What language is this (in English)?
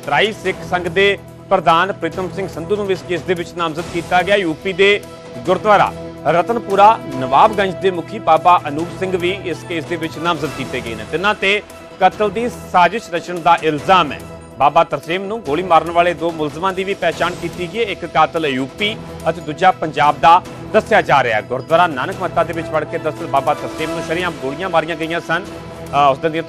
Punjabi